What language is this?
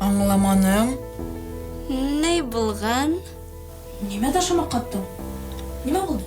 Bashkir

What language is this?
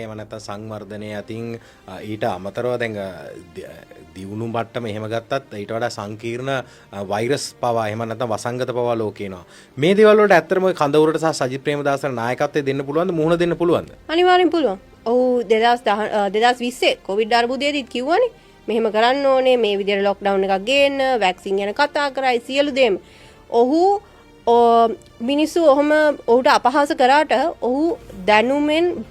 Sinhala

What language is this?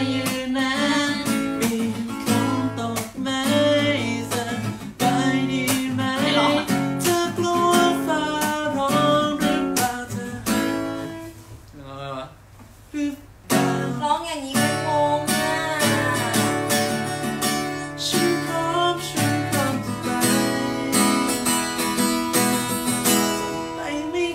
Thai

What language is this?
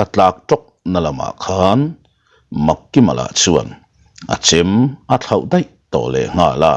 Mizo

